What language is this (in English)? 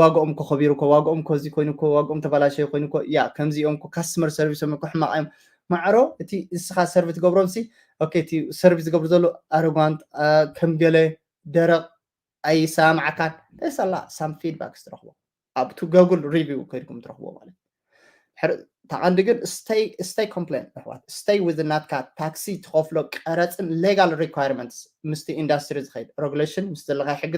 Tigrinya